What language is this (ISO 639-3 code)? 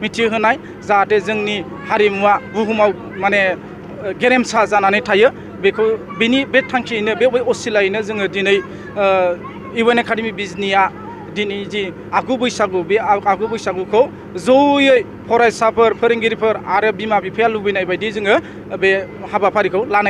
brx